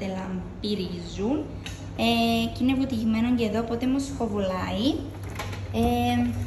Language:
Greek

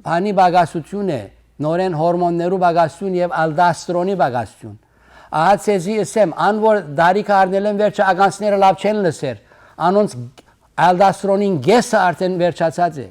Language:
Western Armenian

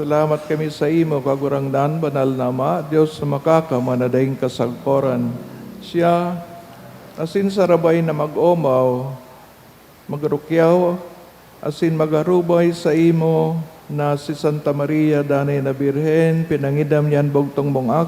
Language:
Bikol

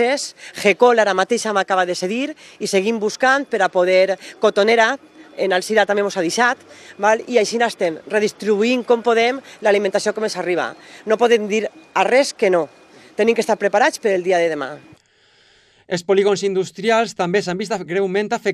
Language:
Catalan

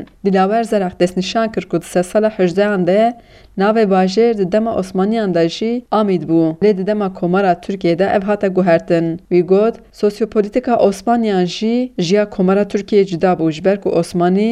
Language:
Kurdish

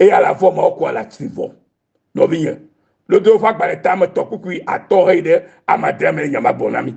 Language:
Ewe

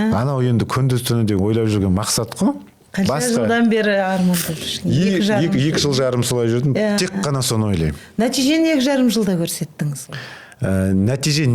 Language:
Kazakh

